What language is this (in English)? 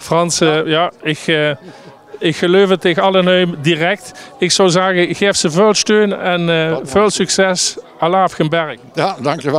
Limburgish